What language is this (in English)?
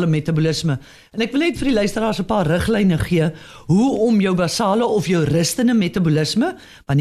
Afrikaans